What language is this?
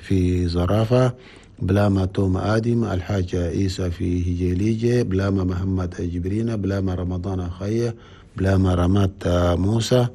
Chadian Arabic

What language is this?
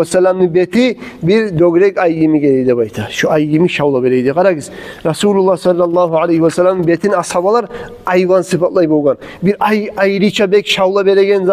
Kumyk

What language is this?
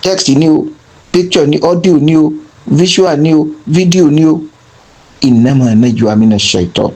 Yoruba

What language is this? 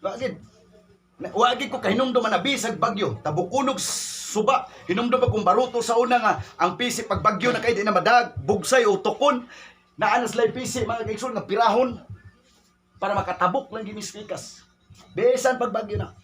Cebuano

